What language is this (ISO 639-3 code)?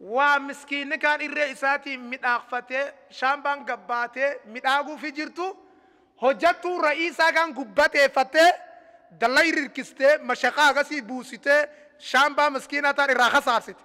orm